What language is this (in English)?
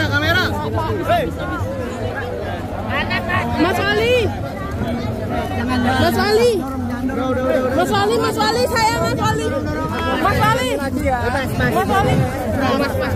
Indonesian